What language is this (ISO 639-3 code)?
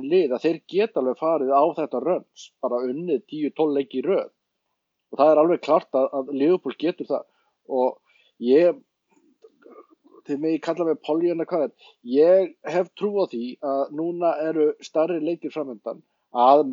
isl